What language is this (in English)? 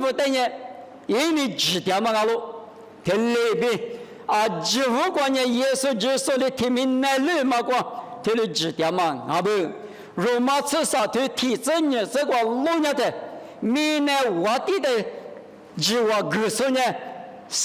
Lisu